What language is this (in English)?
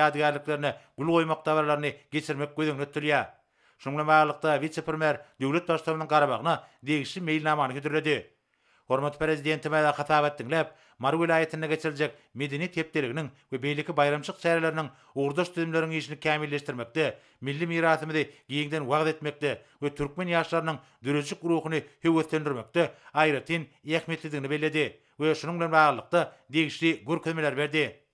Turkmen